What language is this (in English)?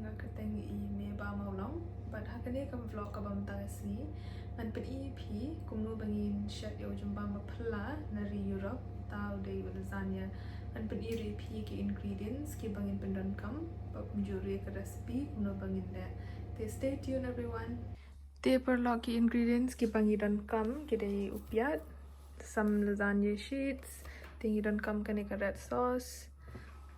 Khasi